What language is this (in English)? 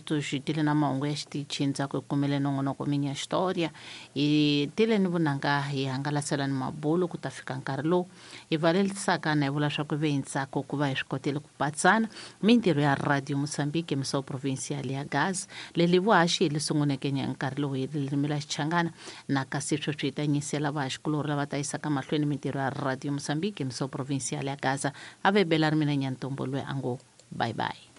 Tsonga